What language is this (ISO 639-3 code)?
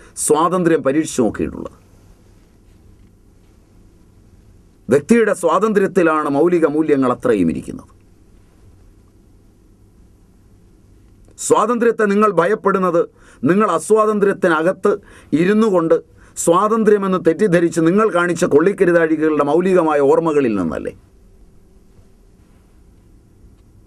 mal